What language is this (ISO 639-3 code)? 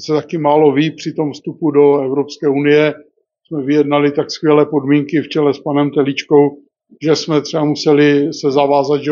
ces